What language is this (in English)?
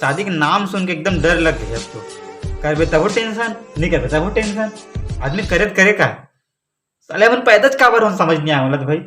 Chhattisgarhi